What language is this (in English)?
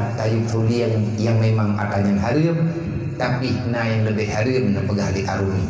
Achinese